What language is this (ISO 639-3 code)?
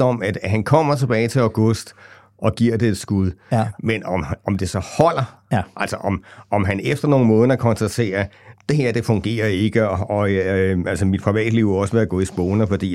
dan